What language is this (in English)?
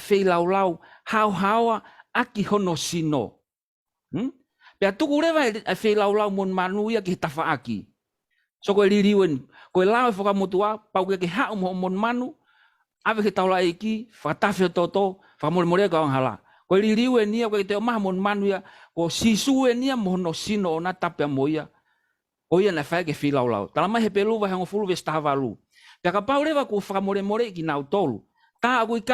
Tongan